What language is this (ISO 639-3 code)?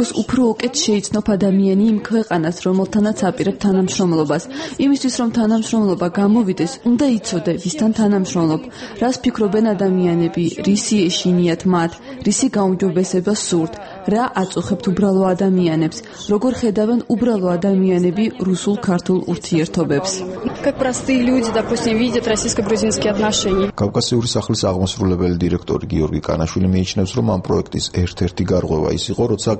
kat